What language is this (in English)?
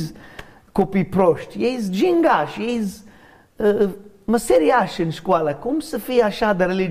Romanian